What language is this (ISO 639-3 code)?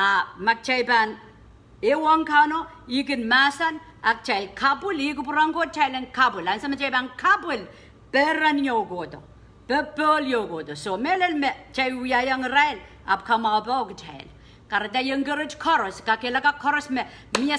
pon